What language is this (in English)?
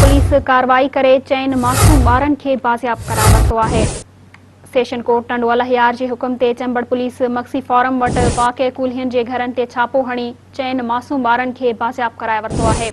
Sindhi